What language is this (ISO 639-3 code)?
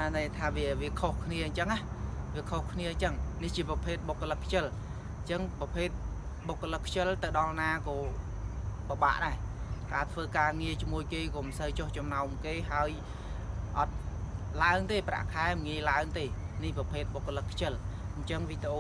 khm